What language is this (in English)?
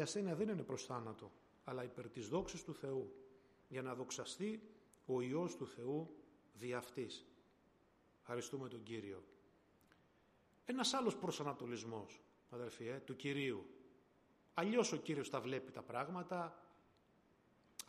Greek